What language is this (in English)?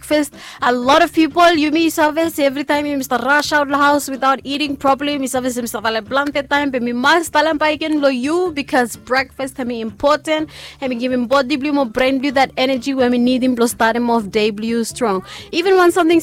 Bislama